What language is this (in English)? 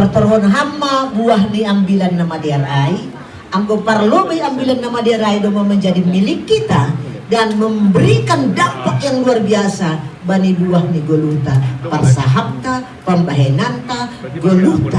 Batak Simalungun